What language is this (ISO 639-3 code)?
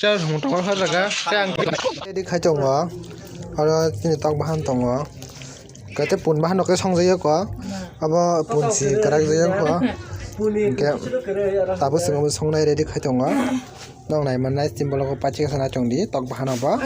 trp